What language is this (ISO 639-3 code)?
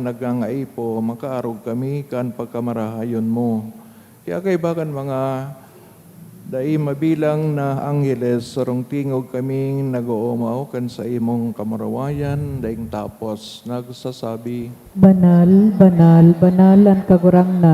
bik